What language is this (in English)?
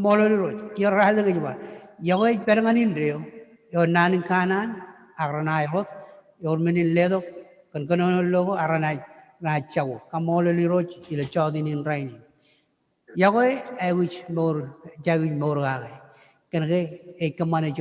Marshallese